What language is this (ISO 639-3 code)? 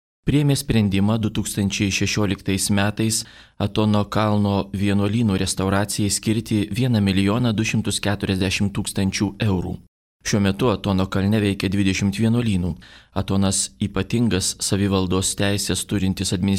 lit